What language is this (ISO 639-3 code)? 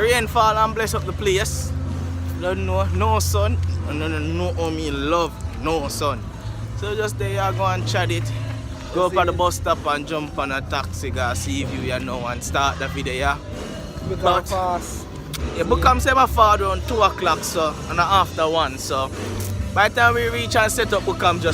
jam